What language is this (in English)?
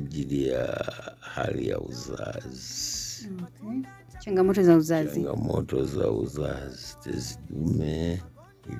Swahili